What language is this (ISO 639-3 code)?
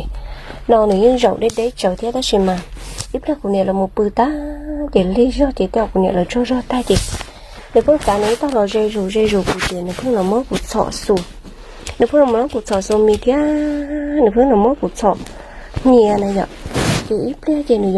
hmn